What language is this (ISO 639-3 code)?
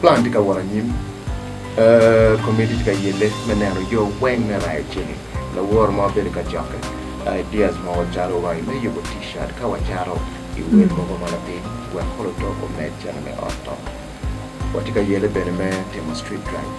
ach